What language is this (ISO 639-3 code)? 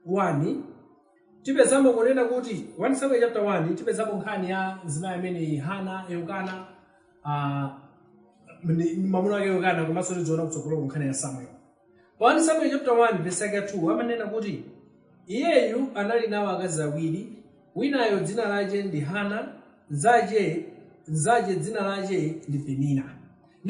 nya